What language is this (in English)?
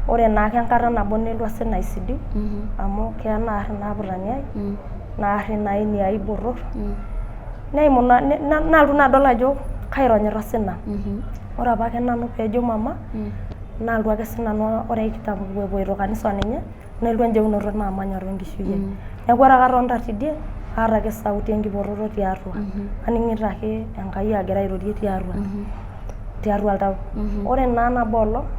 Masai